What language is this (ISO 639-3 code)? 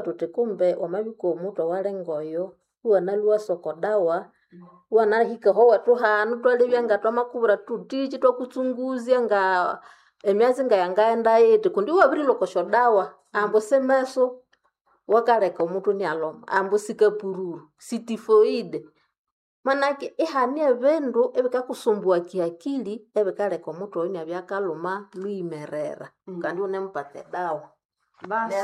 nnb